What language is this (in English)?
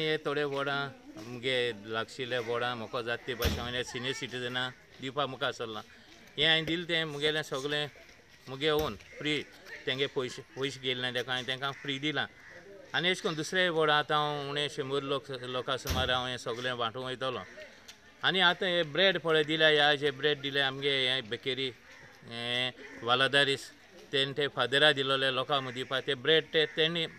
Konkani